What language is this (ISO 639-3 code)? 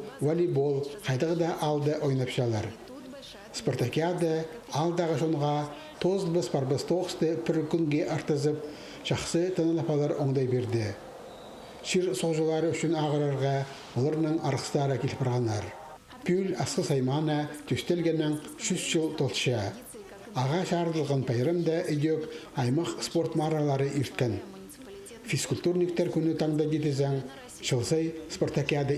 kjh